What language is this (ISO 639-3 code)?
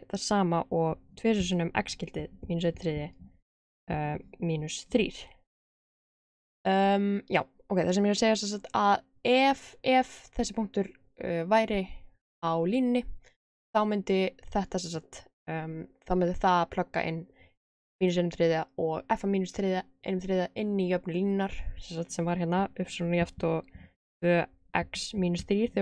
isl